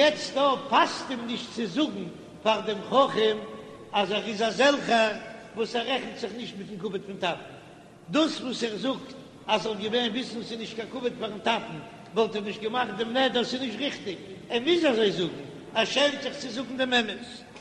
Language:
Yiddish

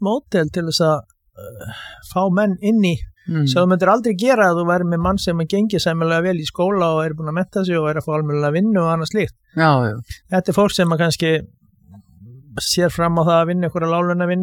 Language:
Icelandic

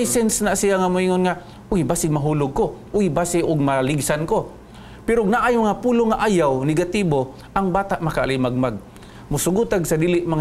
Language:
Cebuano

